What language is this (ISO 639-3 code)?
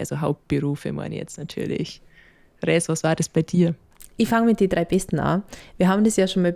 bar